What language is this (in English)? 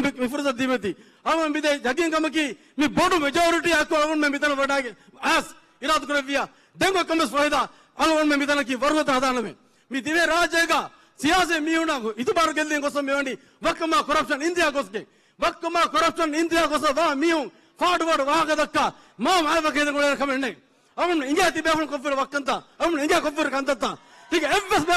Divehi